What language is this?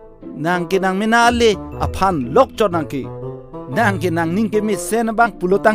Karbi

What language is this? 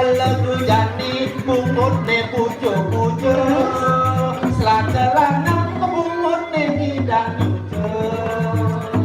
Balinese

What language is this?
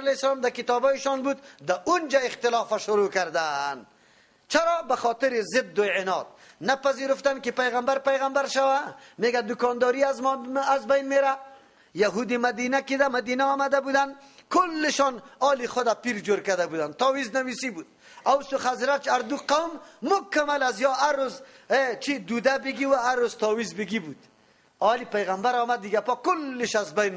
Persian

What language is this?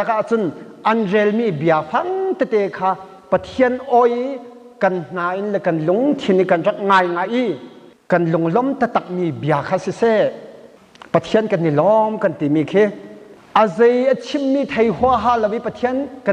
Hakha Chin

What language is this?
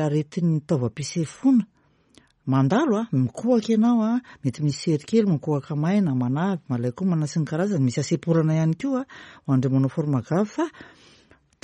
Malagasy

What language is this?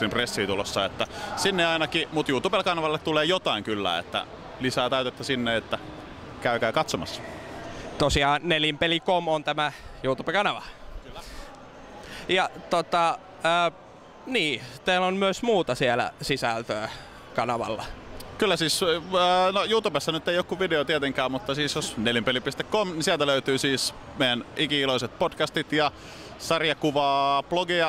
Finnish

